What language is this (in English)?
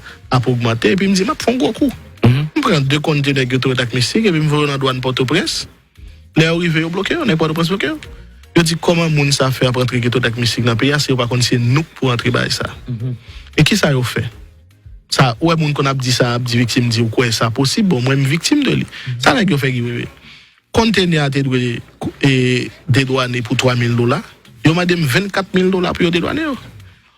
Haitian Creole